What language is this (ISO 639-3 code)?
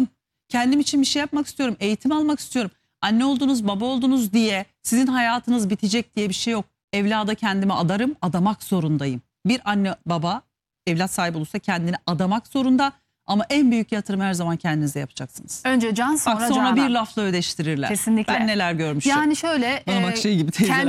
tur